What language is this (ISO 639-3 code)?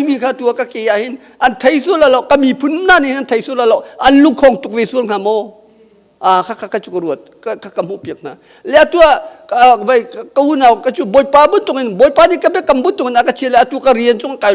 cnh